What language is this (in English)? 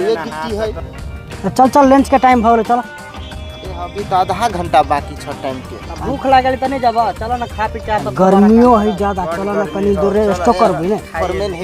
Maithili